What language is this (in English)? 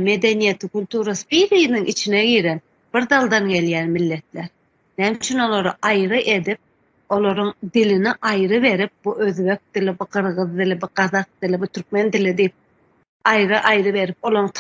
Turkmen